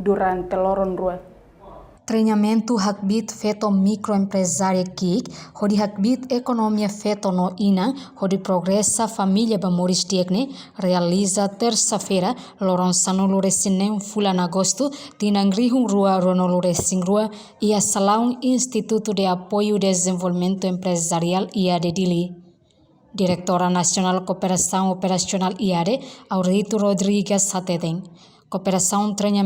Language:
Tetum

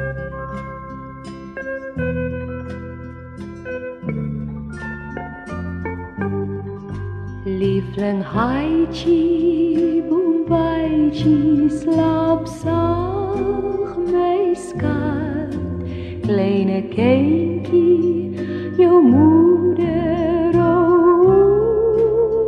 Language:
Afrikaans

